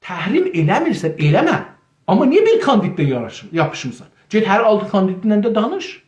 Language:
South Azerbaijani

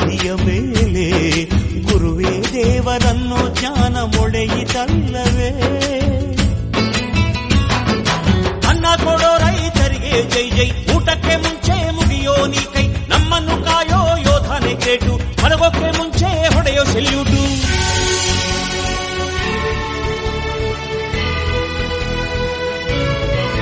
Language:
Kannada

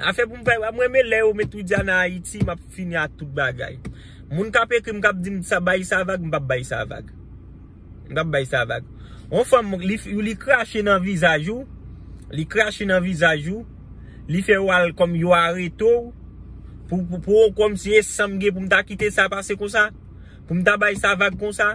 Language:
Haitian Creole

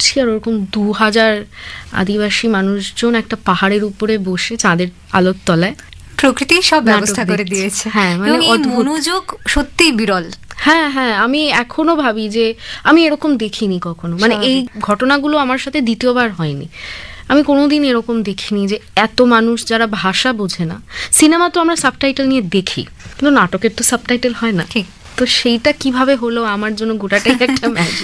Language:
Bangla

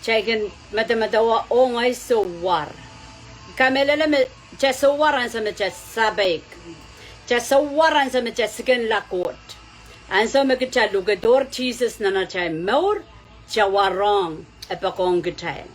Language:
Pohnpeian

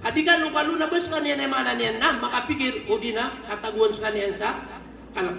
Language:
Maranao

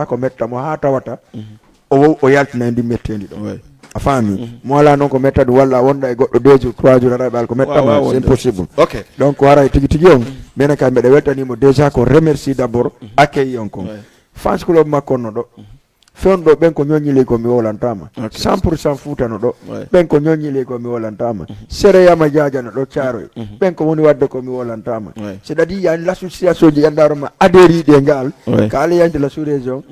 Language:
Fula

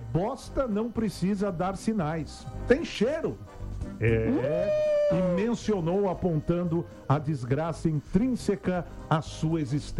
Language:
Portuguese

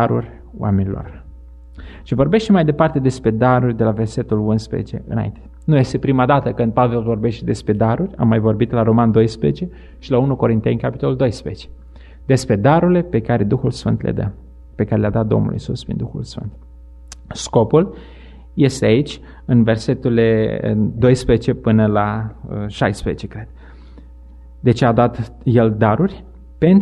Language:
Romanian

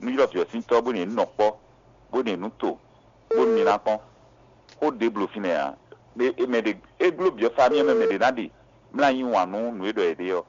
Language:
Fon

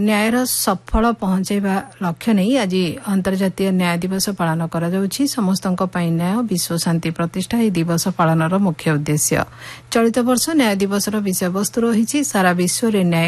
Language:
Odia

